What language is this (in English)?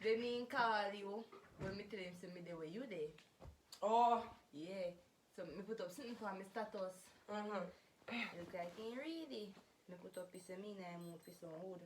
Jamaican Creole English